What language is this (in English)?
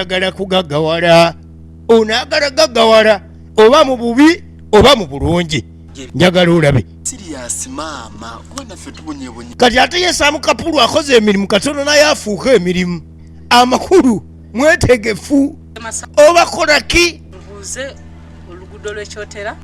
Ganda